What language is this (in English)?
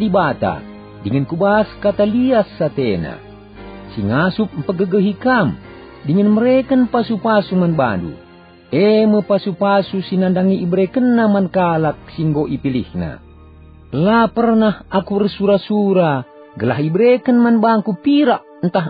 Batak Karo